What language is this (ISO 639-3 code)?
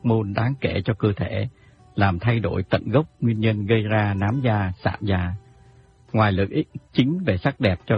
vie